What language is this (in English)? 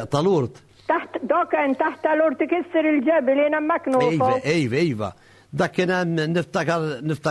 Maltese